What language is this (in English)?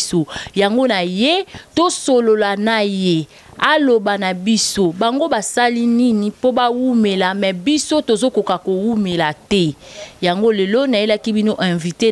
Lingala